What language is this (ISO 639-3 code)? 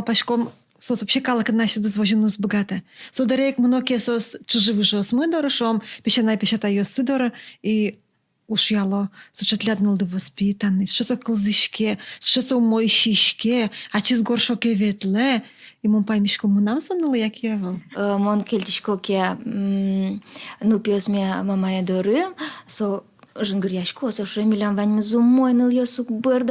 udm